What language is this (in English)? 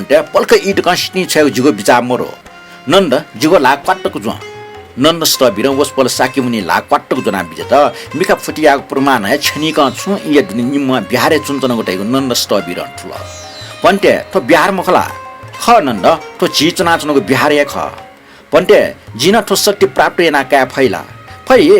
Newari